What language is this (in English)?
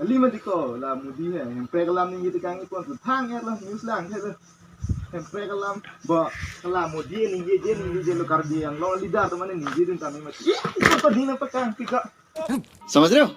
Karbi